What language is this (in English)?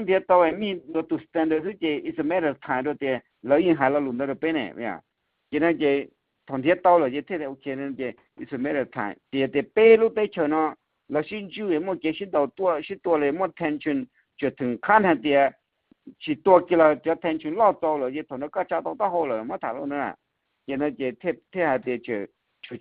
Hmong